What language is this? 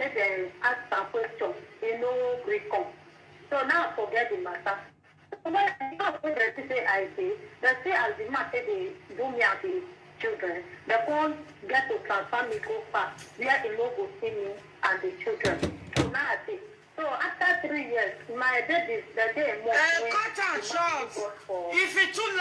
Nigerian Pidgin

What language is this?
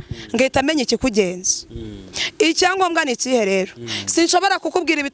Kinyarwanda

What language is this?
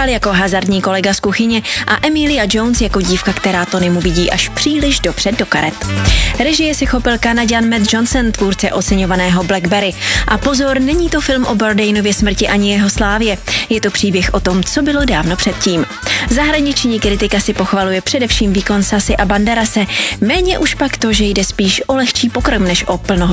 Czech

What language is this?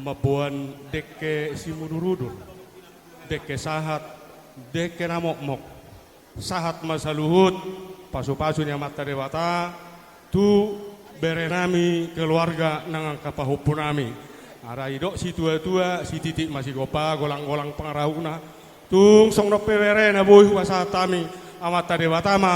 Batak Toba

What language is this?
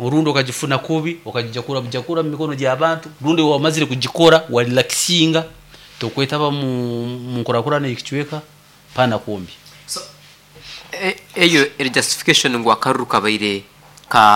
Nyoro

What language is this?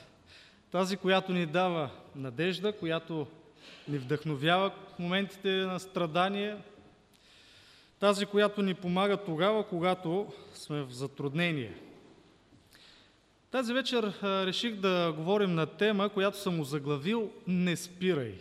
Bulgarian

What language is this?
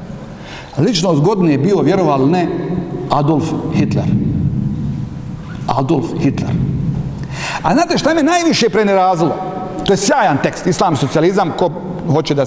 Bosnian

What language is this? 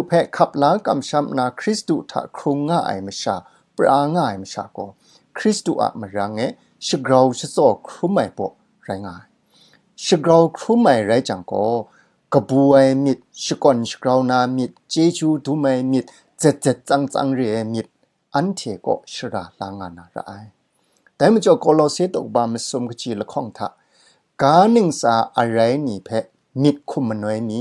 Kachin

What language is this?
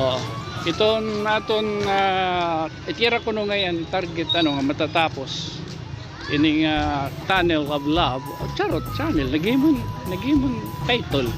Waray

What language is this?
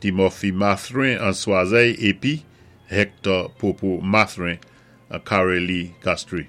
Saint Lucian Creole French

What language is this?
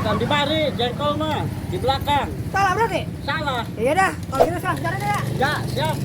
Betawi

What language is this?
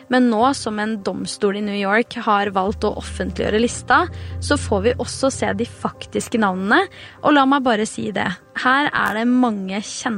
Norwegian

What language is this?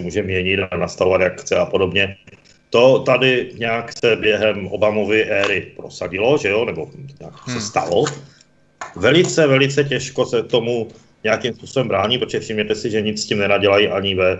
Czech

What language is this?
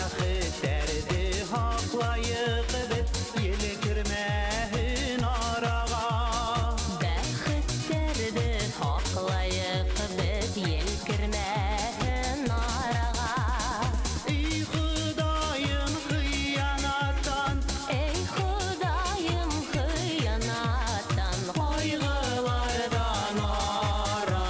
Bashkir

